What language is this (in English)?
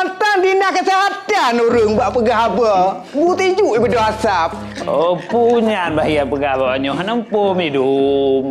Achinese